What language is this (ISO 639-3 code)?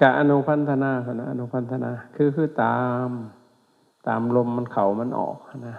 lao